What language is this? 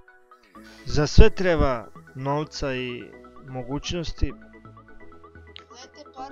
Serbian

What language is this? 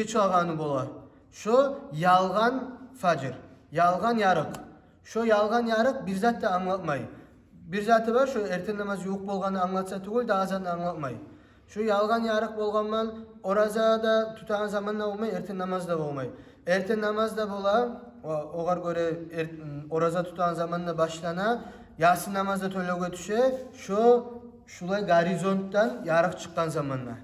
Kumyk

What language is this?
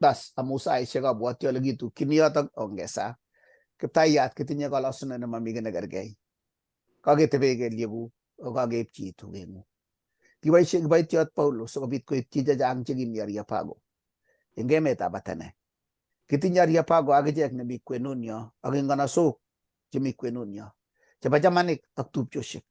Kalenjin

